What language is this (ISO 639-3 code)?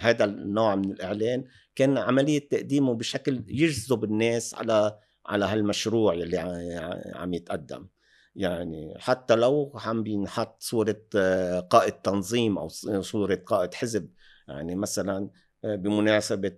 apc